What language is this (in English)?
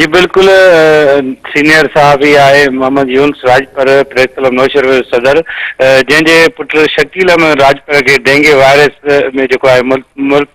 Sindhi